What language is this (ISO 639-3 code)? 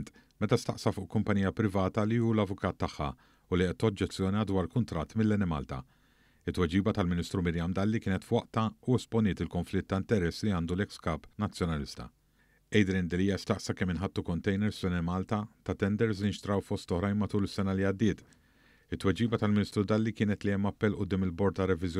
mlt